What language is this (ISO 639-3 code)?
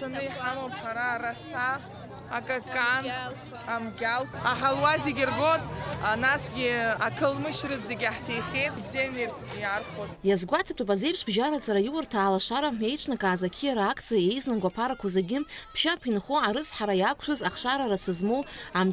abk